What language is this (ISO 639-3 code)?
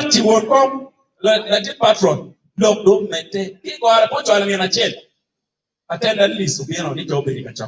ach